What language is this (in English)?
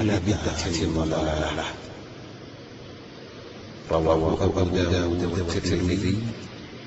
Arabic